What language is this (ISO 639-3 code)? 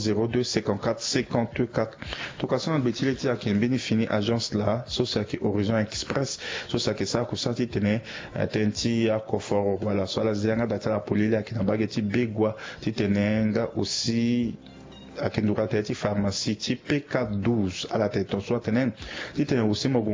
sag